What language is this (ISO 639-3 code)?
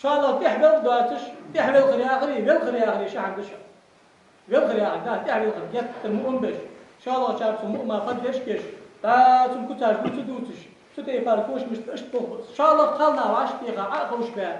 inh